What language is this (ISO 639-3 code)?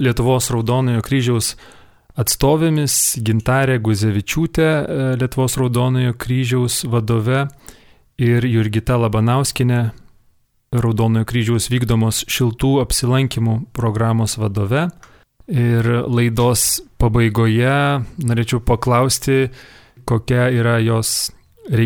lit